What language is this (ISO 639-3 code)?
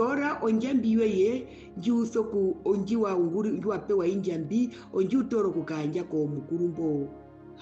her